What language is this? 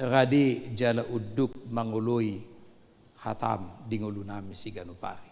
Batak Toba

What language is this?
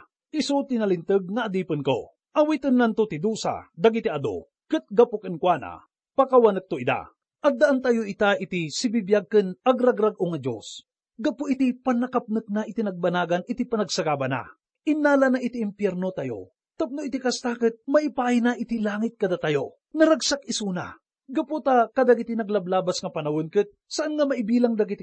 Iloko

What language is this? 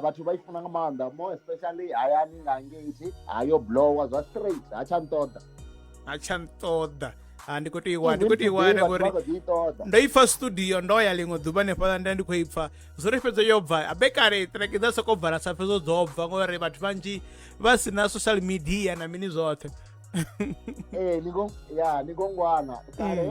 Venda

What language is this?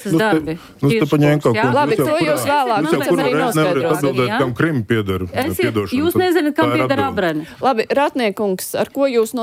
Latvian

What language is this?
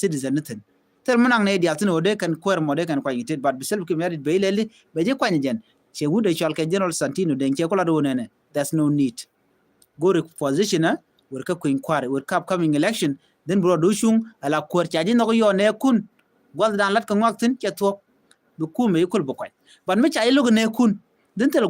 Nuer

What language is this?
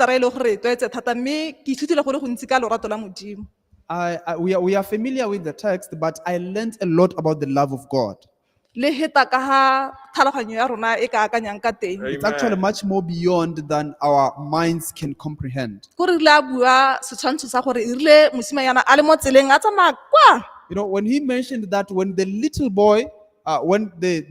Tswana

